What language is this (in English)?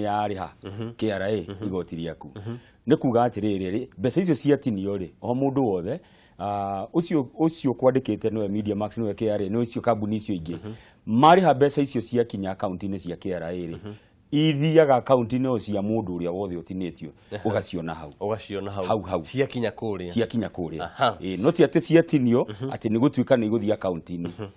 Kikuyu